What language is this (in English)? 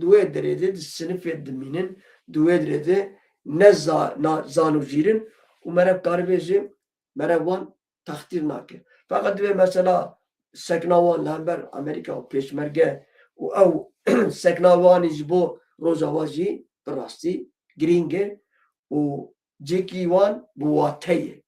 Kurdish